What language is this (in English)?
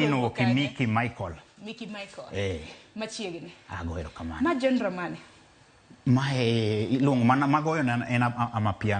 Luo (Kenya and Tanzania)